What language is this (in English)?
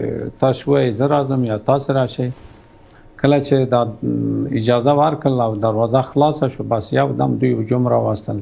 Pashto